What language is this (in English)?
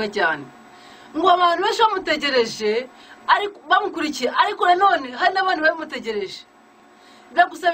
Kinyarwanda